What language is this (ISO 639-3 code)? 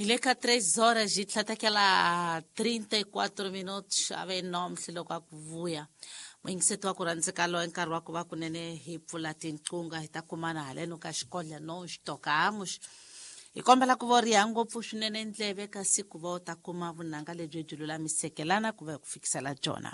tso